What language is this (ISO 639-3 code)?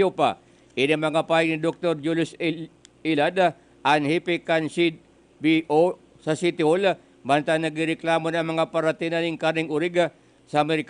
bik